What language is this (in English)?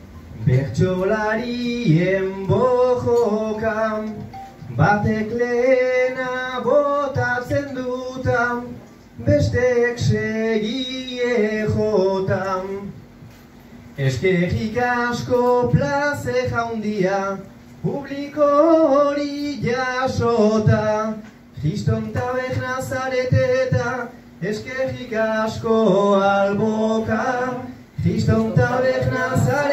Basque